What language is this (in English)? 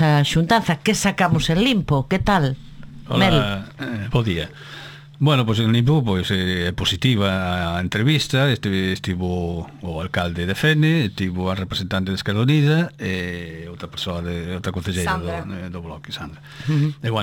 Galician